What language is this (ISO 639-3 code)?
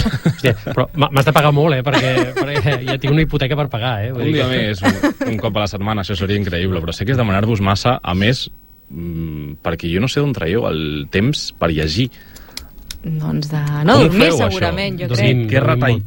cat